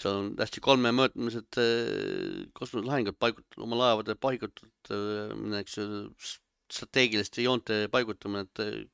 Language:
Estonian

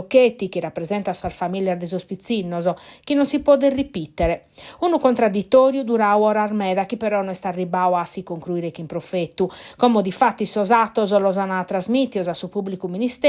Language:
Sardinian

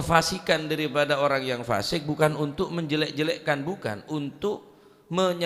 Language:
Madurese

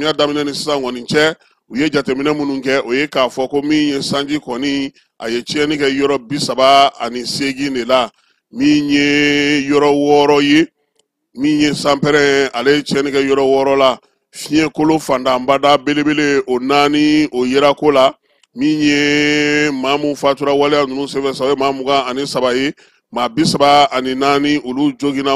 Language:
Bambara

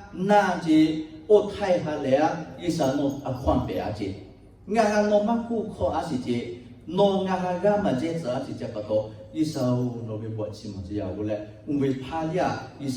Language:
Lahu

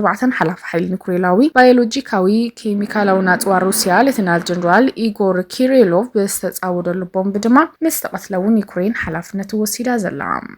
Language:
Tigrinya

